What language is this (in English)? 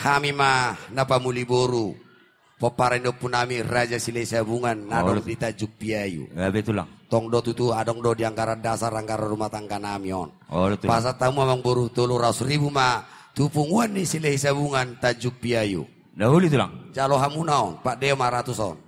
Batak Toba